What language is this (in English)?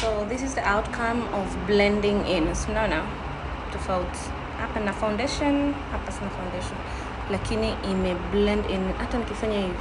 Swahili